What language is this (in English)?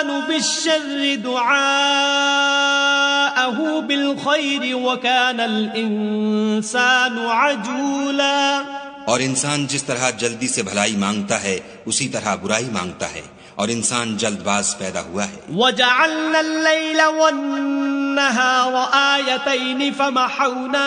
Urdu